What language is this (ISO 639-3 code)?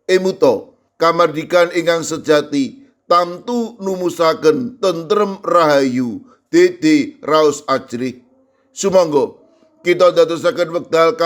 jav